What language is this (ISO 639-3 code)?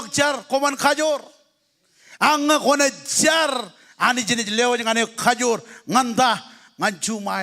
mah